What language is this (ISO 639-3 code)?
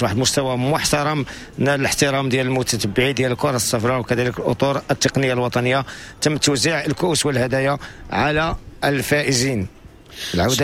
ary